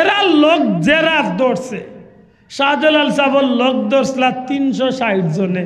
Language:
Sylheti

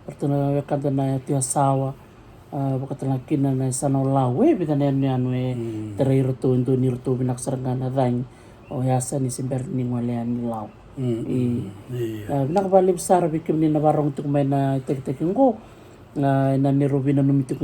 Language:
Fijian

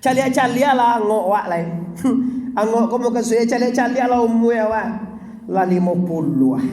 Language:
Minangkabau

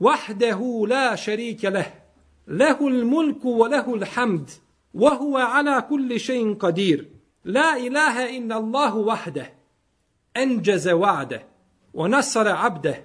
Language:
Bosnian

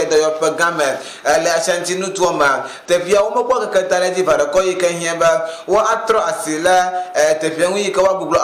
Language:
Ewe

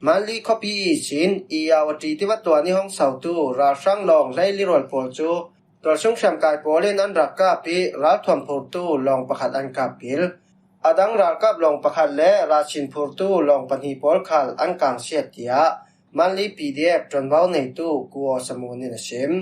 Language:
Falam Chin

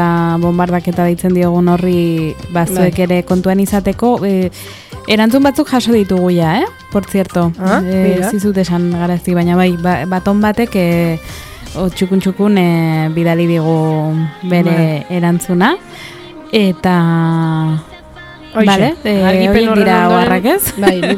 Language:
Basque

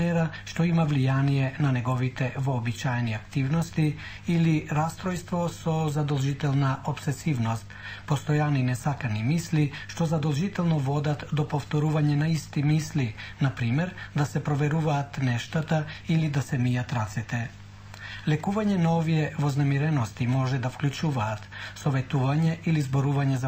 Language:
Macedonian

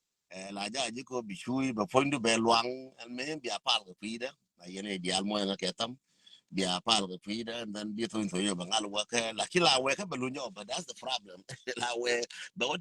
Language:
Nuer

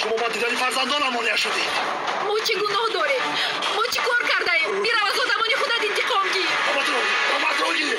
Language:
Tajik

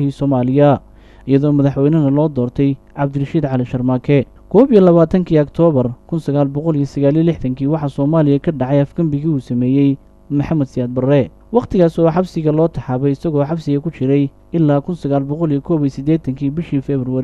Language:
Somali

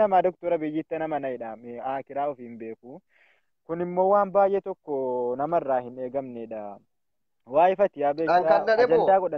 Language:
Oromo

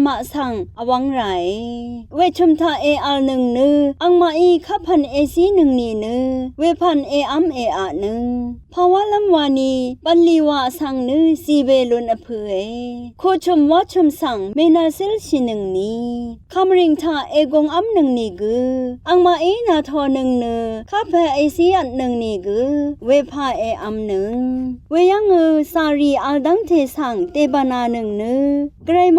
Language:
Rawang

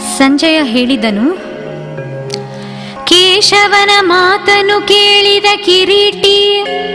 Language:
Kannada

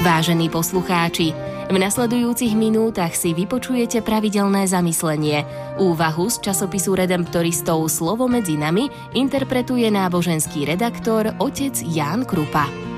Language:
Slovak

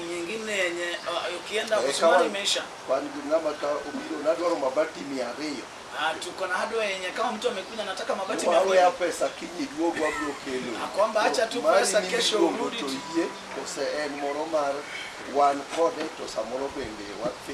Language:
Luo (Kenya and Tanzania)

